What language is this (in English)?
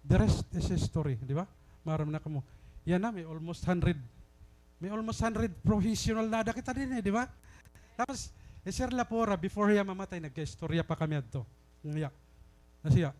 Waray